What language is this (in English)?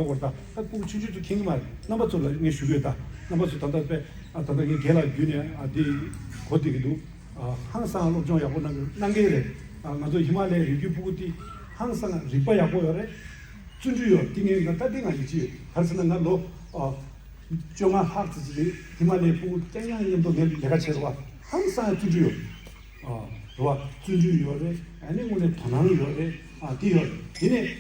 Tibetan